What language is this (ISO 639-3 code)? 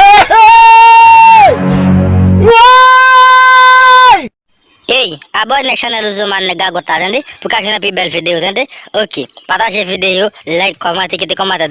hat